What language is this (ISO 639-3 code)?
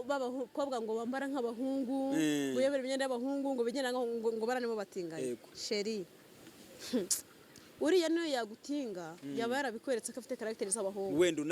kin